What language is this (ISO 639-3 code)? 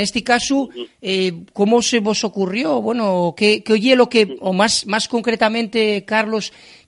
ast